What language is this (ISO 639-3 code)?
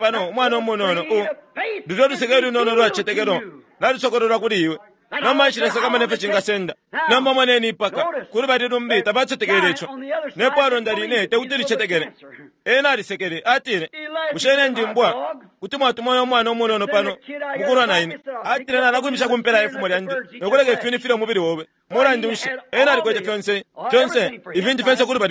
bem